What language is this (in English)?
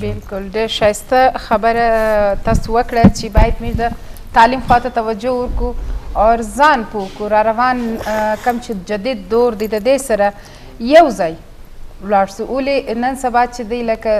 Eastern Balochi